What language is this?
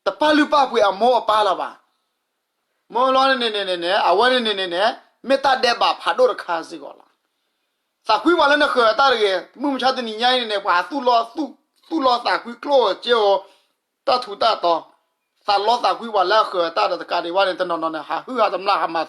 S'gaw Karen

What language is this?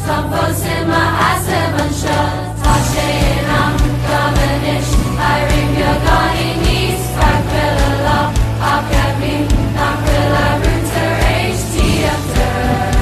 Irish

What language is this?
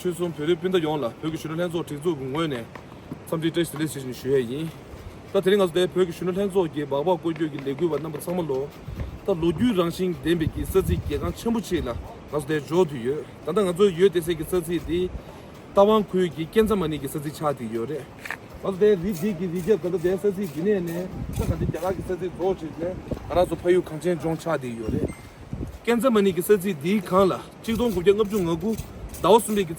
Tibetan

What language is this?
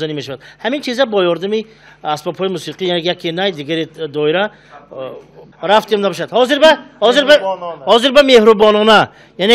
Tajik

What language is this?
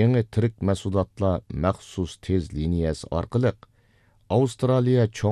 Uyghur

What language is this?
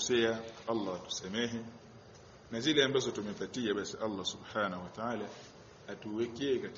Swahili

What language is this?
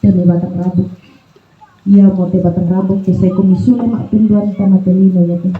Toraja-Sa'dan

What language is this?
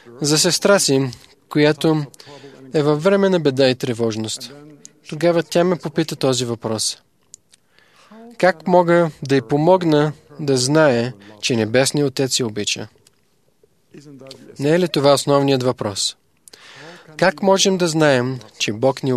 Bulgarian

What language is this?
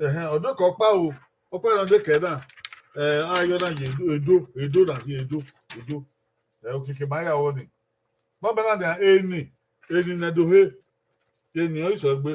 Bini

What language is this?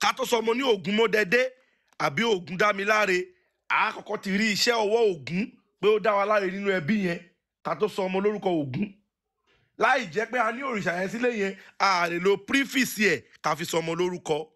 Yoruba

